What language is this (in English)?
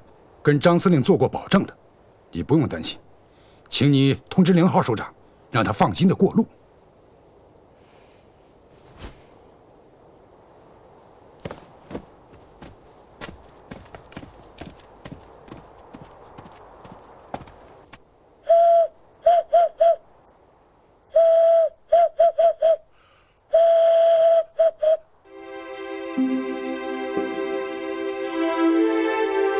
Chinese